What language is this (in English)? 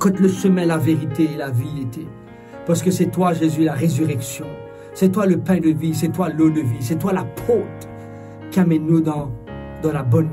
Morisyen